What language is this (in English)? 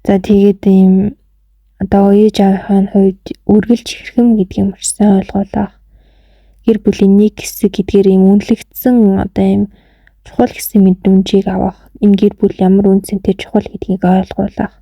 Mongolian